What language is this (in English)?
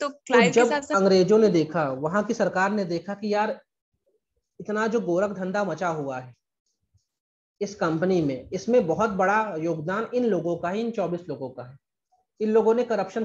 Hindi